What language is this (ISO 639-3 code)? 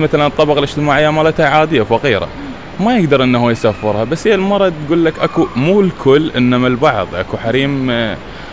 acm